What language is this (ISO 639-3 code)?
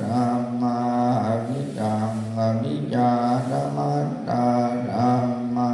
pli